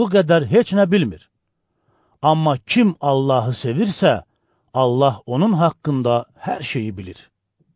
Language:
Azerbaijani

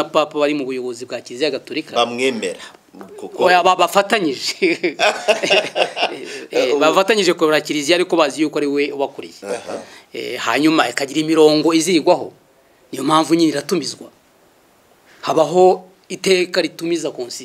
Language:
Kinyarwanda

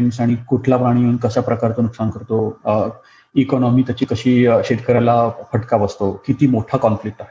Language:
Marathi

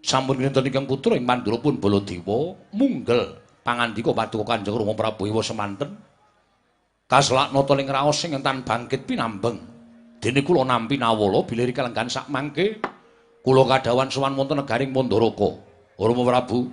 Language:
Javanese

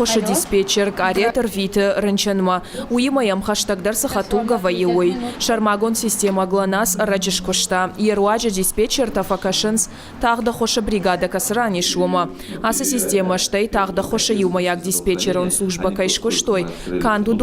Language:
Ossetic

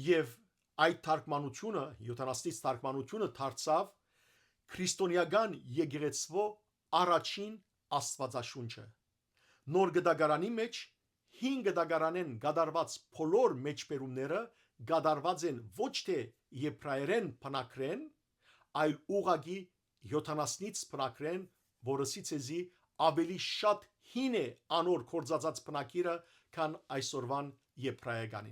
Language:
Western Armenian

